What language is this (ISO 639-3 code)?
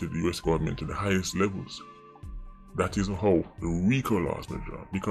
jam